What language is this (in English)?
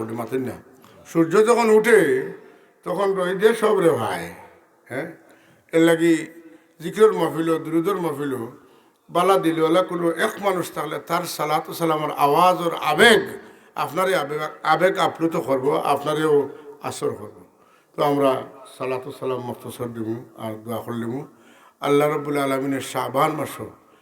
Sylheti